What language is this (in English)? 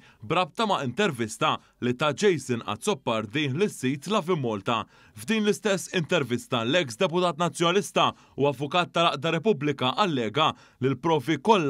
Maltese